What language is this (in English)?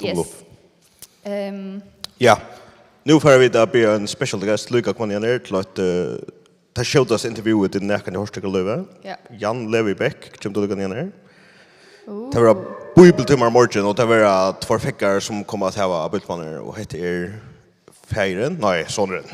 Faroese